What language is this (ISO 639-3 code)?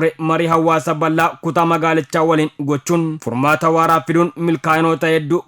orm